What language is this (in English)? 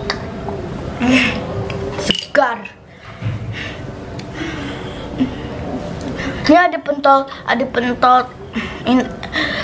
Indonesian